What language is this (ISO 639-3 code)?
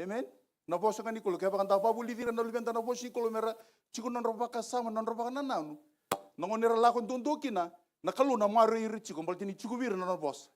fij